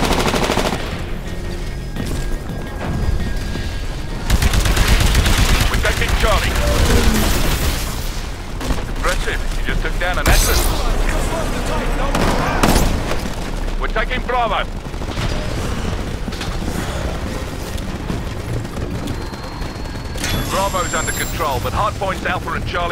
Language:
English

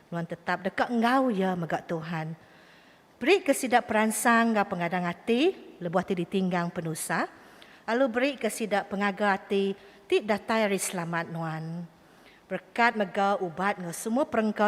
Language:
Iban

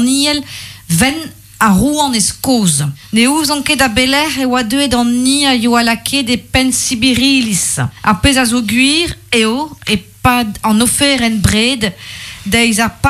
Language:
Breton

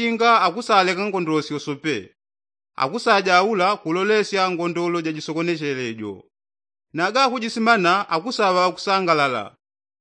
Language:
Yao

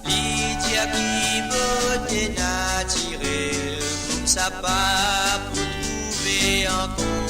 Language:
Morisyen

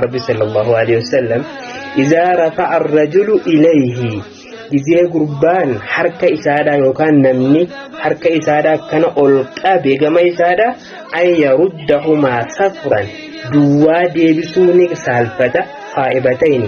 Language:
Oromo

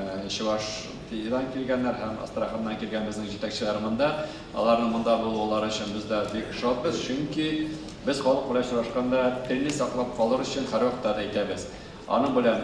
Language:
Tatar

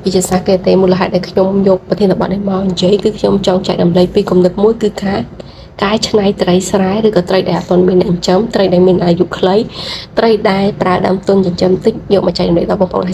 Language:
Khmer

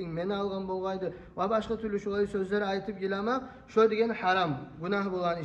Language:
Kumyk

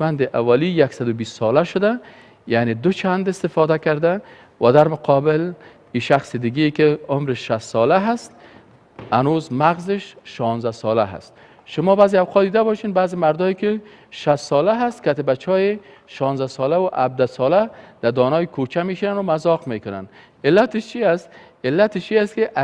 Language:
Persian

